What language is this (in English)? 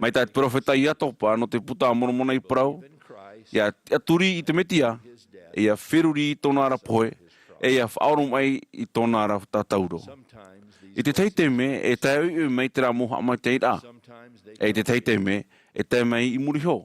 Tahitian